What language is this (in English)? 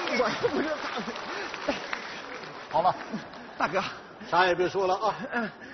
Chinese